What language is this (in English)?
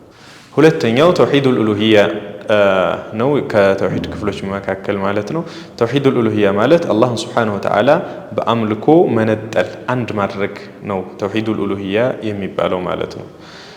Amharic